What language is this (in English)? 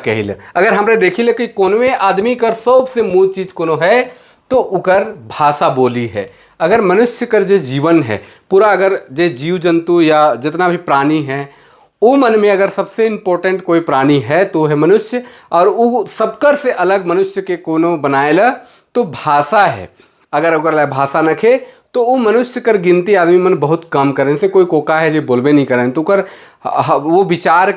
Sadri